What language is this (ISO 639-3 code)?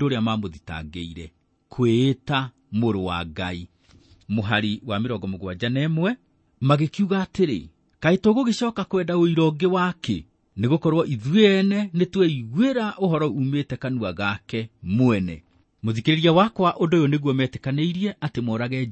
kik